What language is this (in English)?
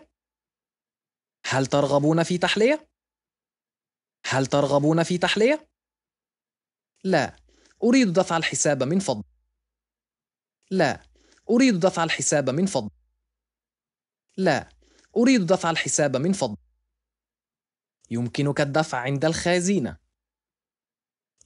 Arabic